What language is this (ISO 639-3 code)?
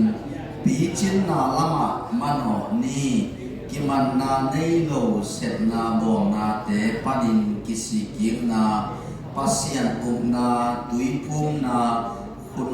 ctd